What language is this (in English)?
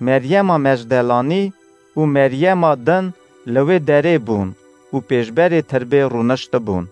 Kurdish